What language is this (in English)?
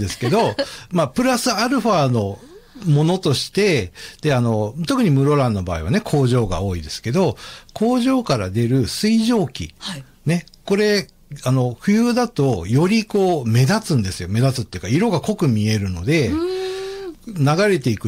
Japanese